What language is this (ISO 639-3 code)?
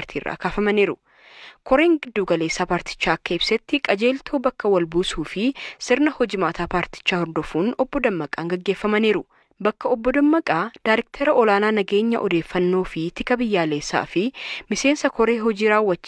orm